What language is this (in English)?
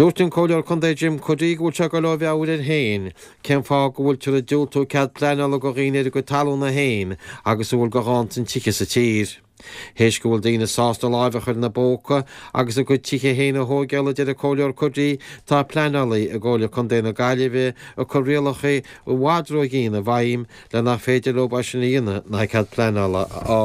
Irish